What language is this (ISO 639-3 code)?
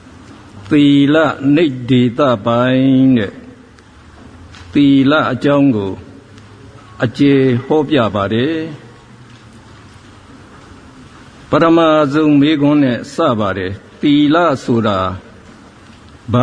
mya